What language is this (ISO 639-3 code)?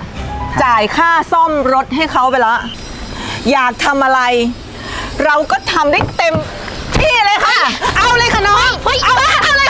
tha